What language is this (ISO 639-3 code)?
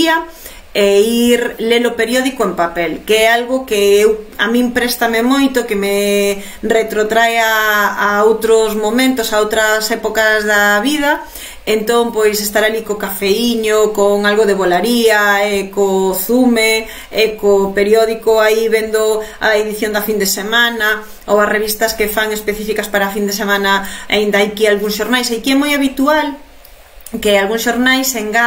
glg